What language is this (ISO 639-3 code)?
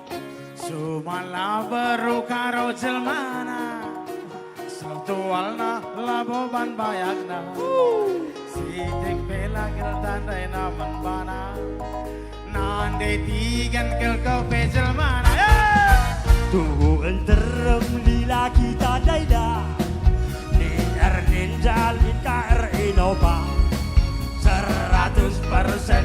btx